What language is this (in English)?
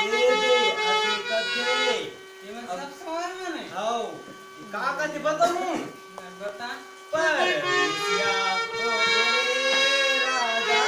Chhattisgarhi